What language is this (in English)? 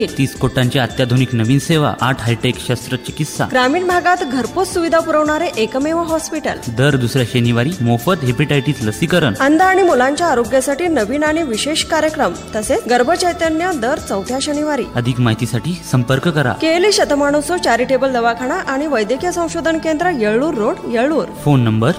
Marathi